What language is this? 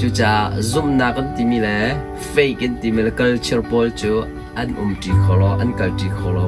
Hakha Chin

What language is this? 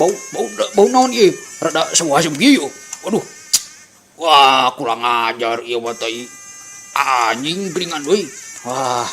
Sundanese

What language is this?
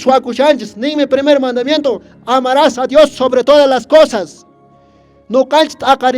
Quechua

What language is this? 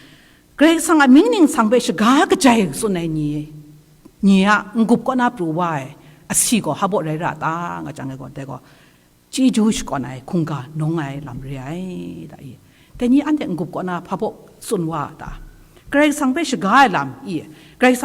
Kachin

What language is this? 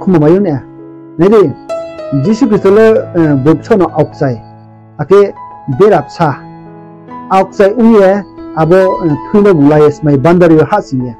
Riang (India)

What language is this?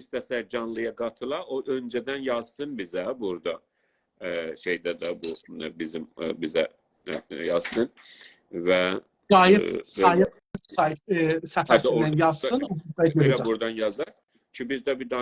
South Azerbaijani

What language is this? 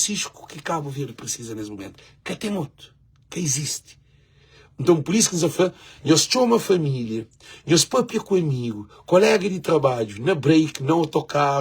Kabuverdianu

